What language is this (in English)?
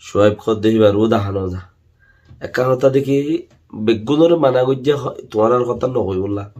Rohingya